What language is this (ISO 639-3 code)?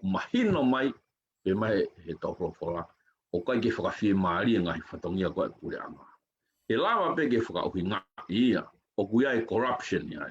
ton